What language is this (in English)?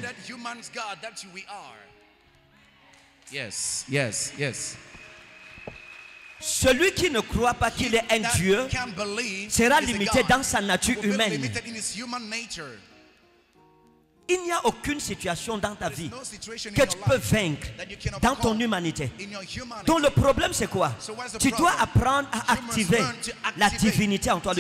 French